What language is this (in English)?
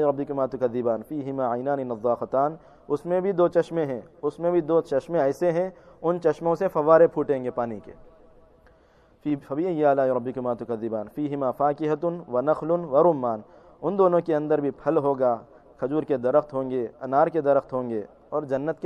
Urdu